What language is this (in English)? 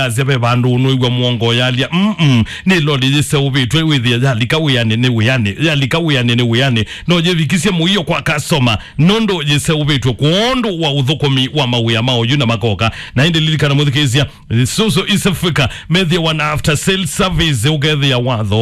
Kamba